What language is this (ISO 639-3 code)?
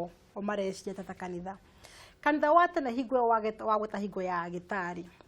kik